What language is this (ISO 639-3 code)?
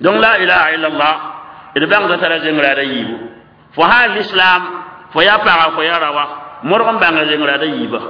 mos